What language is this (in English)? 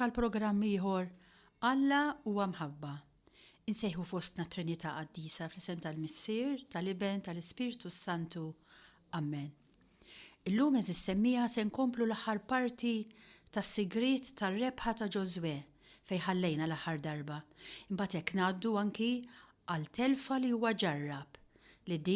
Maltese